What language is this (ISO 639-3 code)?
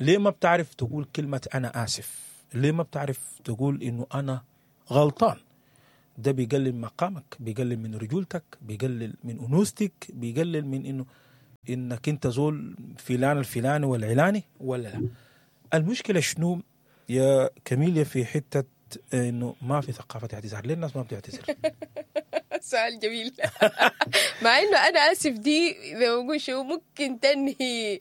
apd